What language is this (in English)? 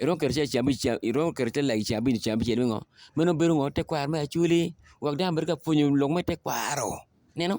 Acoli